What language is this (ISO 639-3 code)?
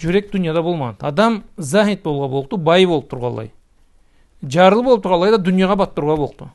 krc